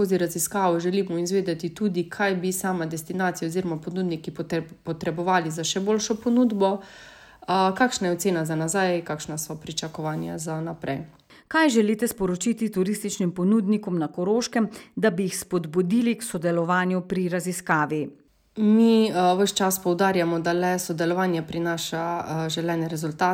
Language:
Slovenian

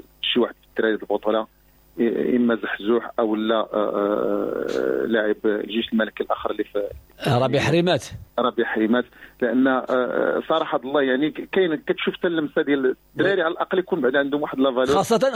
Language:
Moroccan Arabic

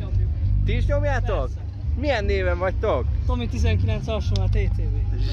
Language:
Hungarian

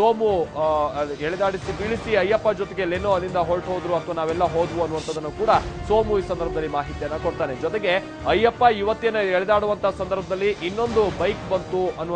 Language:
Kannada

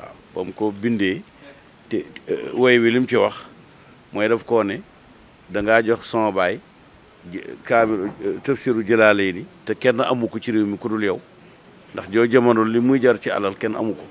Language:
Wolof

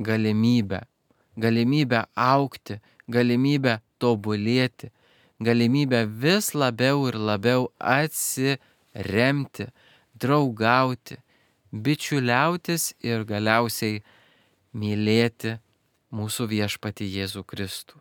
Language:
Lithuanian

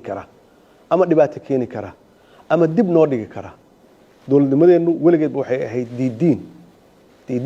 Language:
Somali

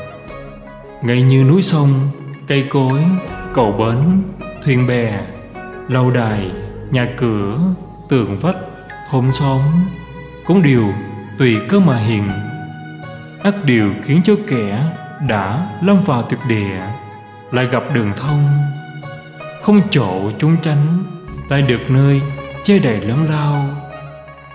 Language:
Vietnamese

